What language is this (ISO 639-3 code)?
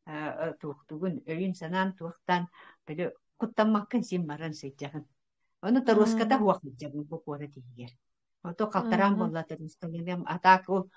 sah